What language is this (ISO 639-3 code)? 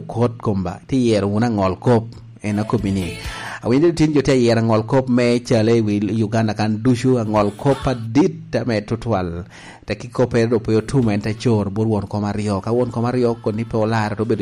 laj